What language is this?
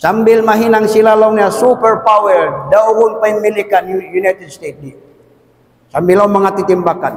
Tausug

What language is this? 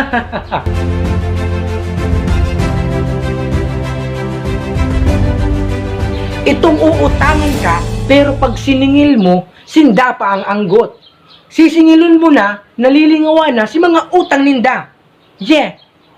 Bikol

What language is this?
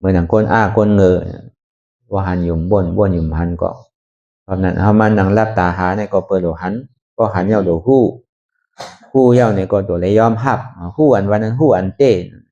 Shan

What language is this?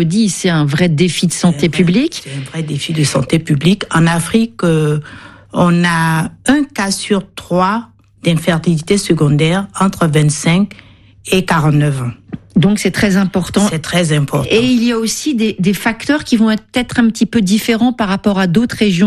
French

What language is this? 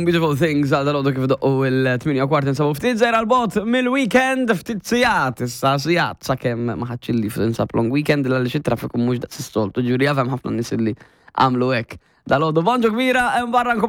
Maltese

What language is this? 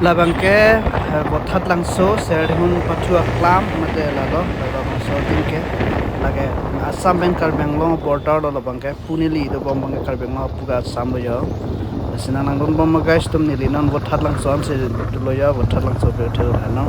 Karbi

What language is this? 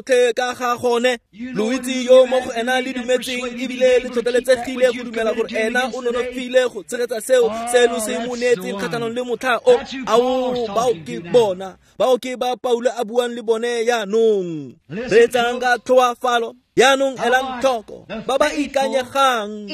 Tswana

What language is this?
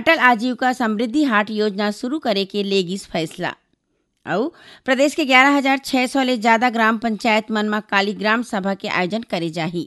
Chhattisgarhi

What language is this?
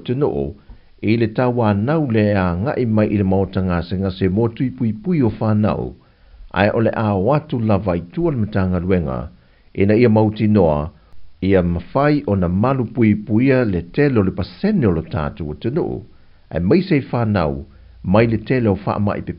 Samoan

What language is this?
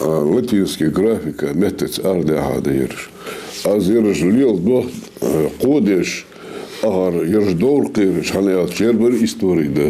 Ingush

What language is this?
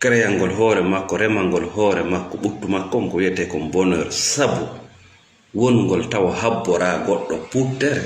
Fula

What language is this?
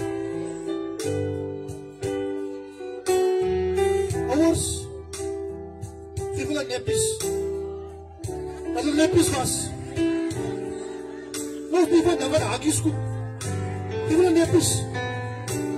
Afrikaans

